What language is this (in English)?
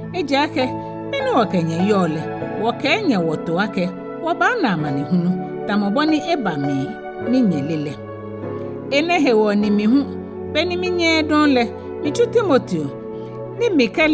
Ga